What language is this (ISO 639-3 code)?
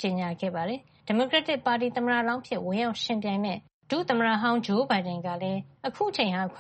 mya